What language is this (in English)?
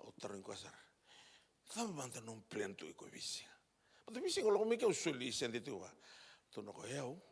Fijian